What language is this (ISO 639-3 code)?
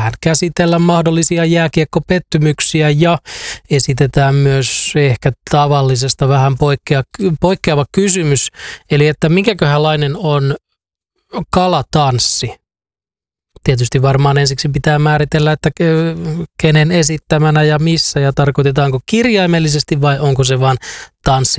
fin